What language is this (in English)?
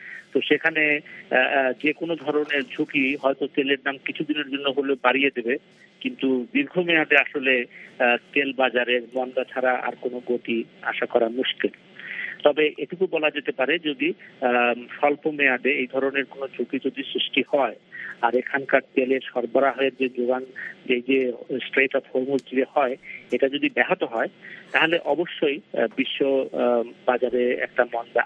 Bangla